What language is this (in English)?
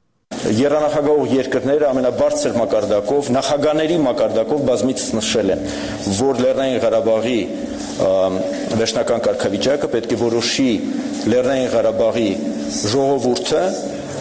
Armenian